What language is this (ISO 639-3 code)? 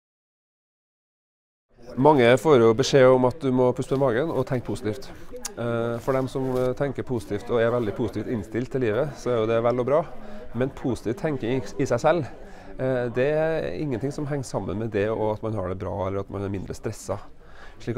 nor